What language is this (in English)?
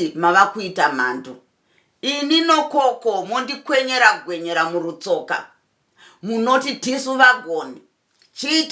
Shona